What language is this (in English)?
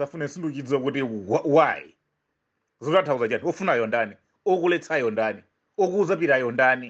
Nyanja